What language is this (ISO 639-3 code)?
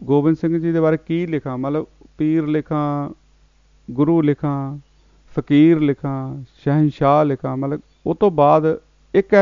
pan